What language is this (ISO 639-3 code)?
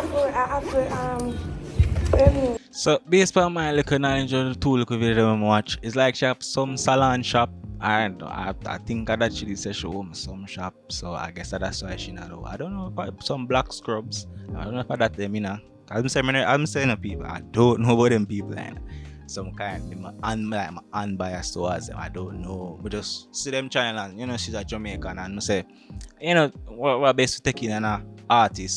jam